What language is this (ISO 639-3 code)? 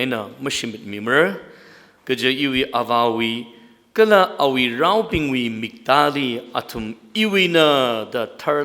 nmf